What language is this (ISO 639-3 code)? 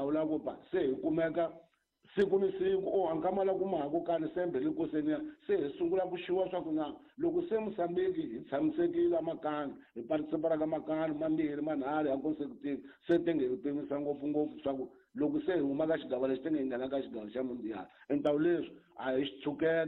tso